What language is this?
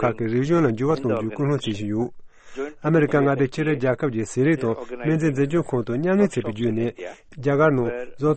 Tibetan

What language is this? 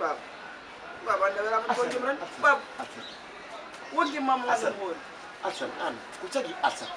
Fula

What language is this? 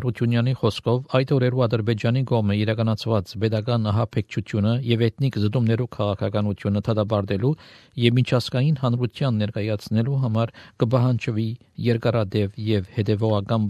Armenian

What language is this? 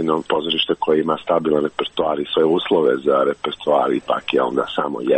Serbian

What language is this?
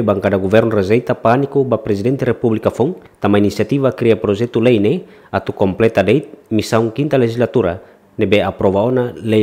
Tetum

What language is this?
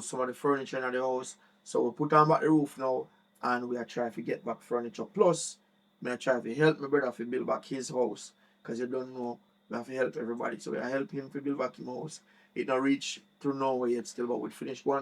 Jamaican Creole English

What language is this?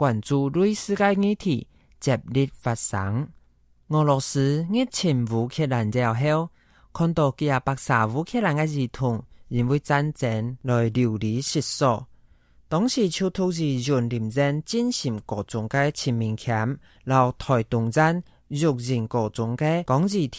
Hakka Chinese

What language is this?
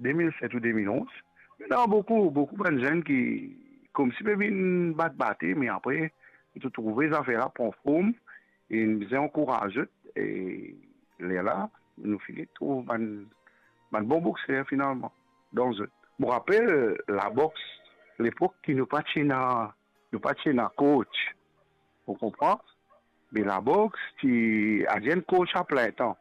Morisyen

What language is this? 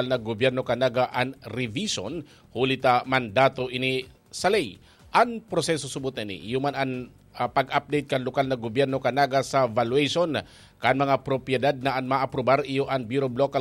Bikol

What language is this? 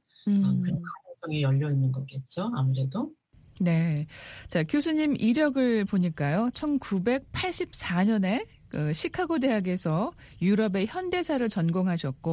Korean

